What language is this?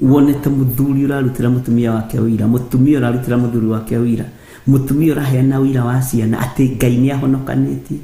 Kikuyu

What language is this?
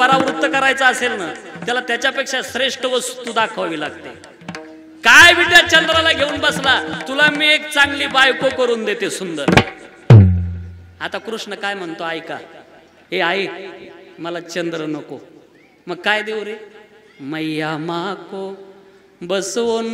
Marathi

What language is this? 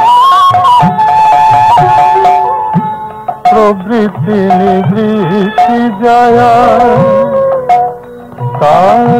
Bangla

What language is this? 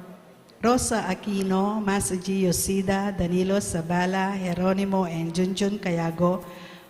Pampanga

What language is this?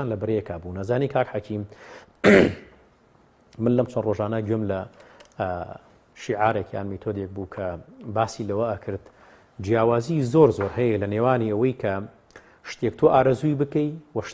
Central Kurdish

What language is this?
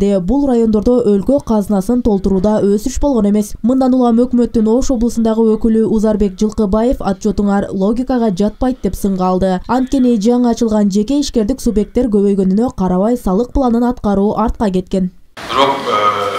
Kyrgyz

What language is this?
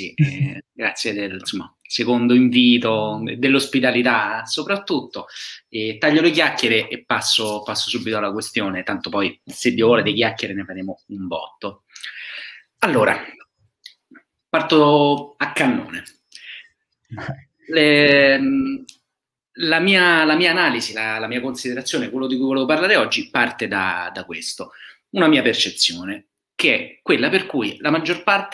Italian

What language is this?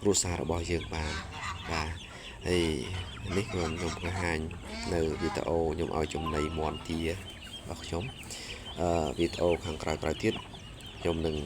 Khmer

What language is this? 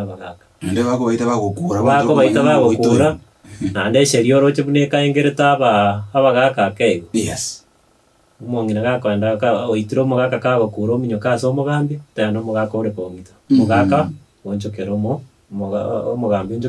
Gusii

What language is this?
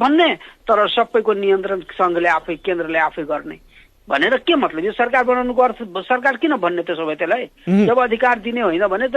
Nepali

